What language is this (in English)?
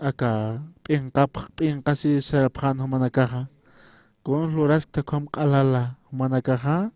Aymara